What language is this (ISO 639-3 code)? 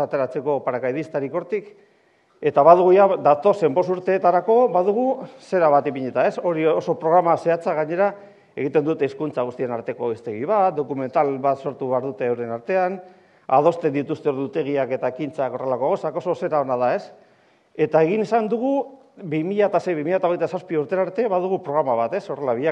eus